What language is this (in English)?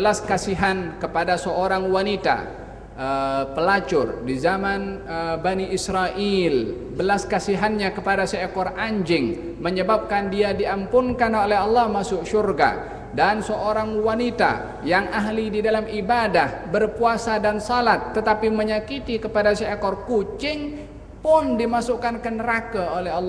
Malay